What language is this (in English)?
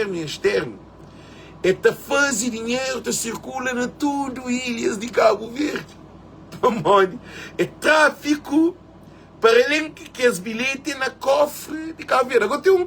Kabuverdianu